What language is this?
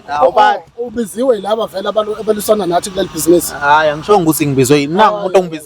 Zulu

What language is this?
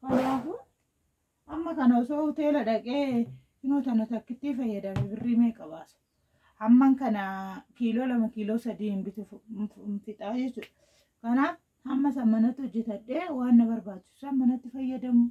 Oromo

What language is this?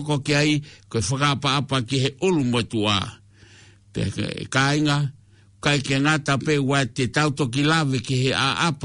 Tongan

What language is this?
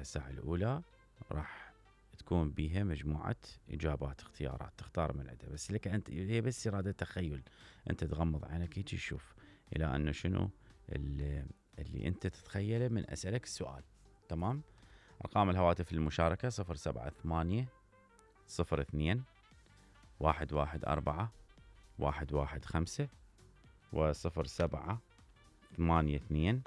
Mesopotamian Arabic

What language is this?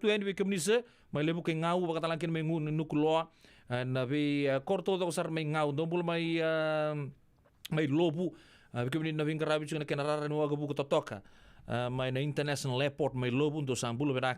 Fijian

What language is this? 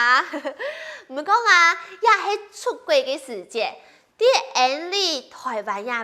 Hakka Chinese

